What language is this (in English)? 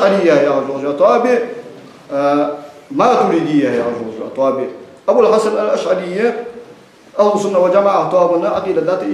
Ingush